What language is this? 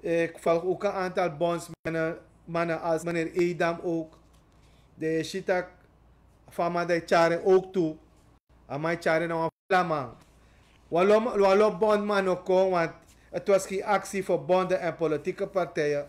Sranan Tongo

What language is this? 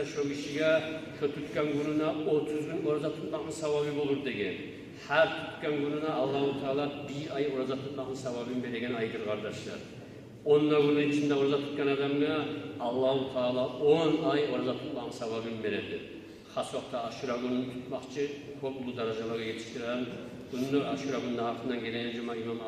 Kumyk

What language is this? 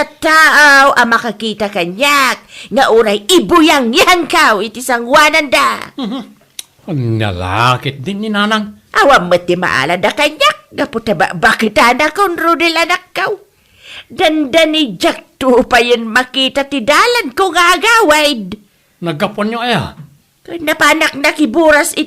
Iloko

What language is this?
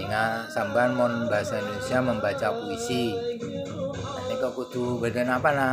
Madurese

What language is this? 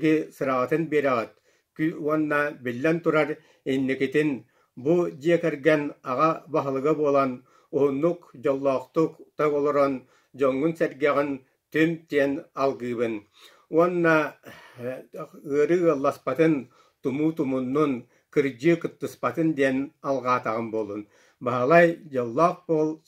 Yakut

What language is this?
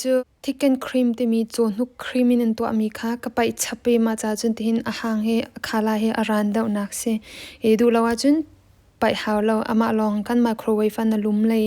Hakha Chin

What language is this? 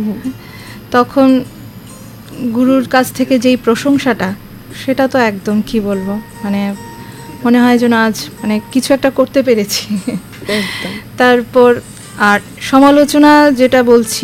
Bangla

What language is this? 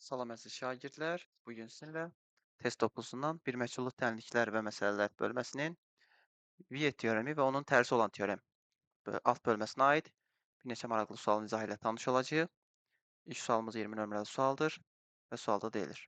Azerbaijani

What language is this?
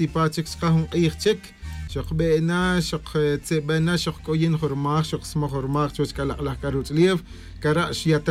Tz'utujil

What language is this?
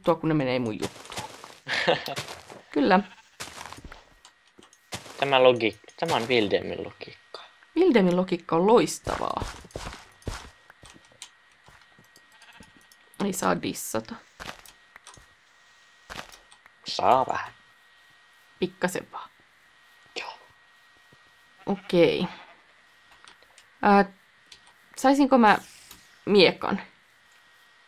Finnish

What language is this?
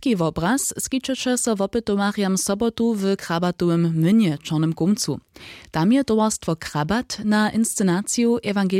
Upper Sorbian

